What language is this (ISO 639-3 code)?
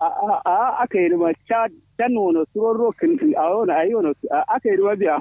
kau